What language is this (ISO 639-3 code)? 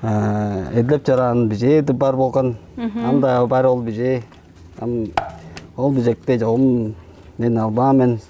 tyv